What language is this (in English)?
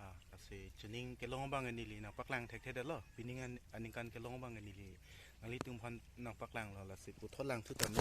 Karbi